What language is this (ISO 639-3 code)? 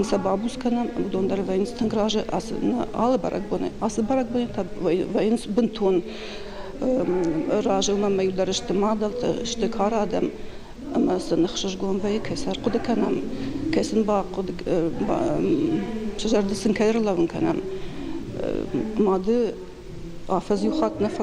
oss